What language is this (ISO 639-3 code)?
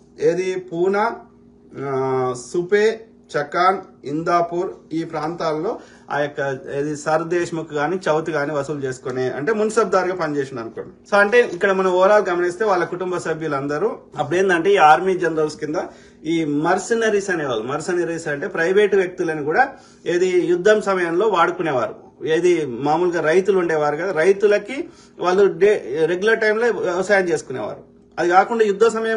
tel